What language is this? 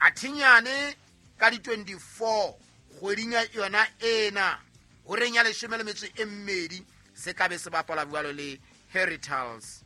Southern Sotho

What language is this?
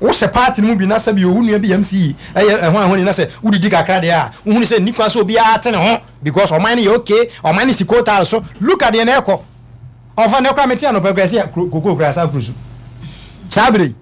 Akan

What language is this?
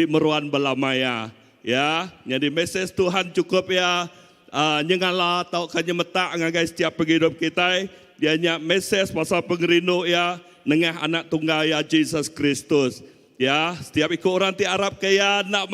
Iban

